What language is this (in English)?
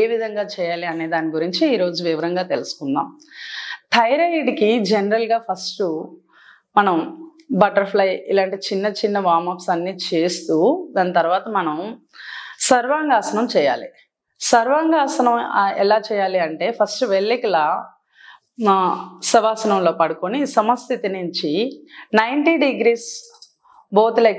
Telugu